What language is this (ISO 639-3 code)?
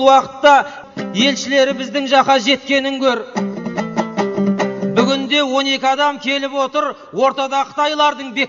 kaz